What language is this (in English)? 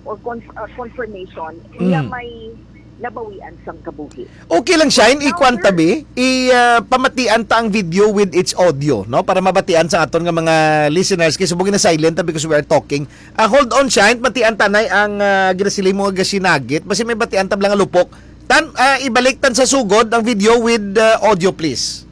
Hiligaynon